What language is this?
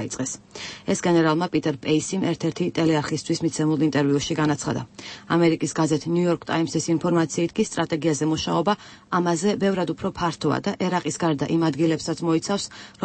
Georgian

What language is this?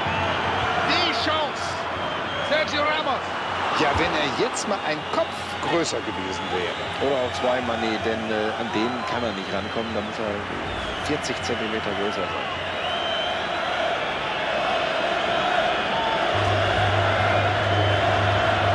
German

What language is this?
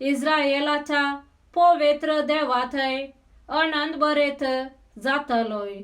Konkani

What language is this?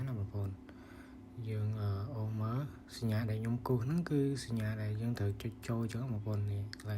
Khmer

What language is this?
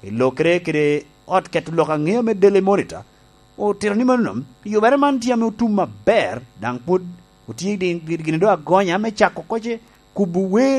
Lango (Uganda)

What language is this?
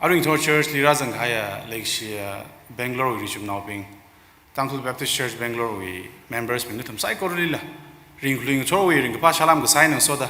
Tangkhul Naga (India)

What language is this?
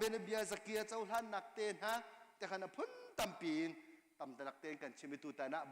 Hakha Chin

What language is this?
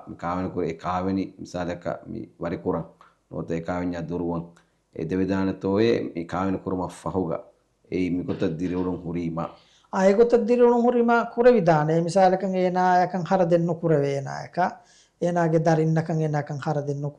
Divehi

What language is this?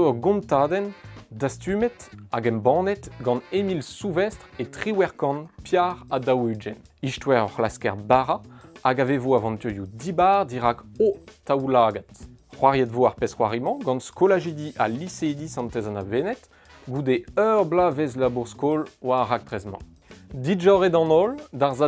Breton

